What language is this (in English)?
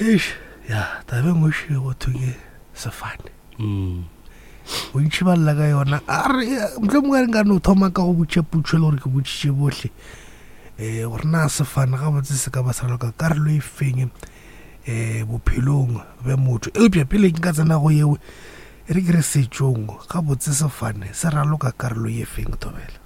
Northern Sotho